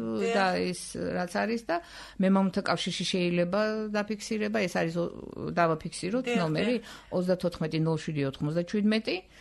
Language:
Georgian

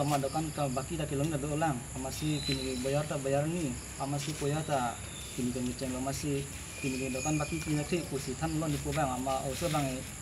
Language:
Karbi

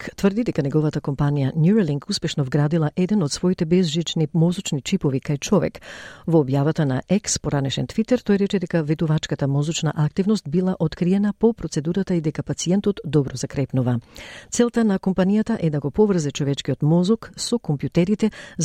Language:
Macedonian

